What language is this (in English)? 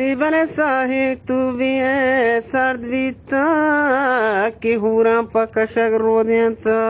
Eastern Balochi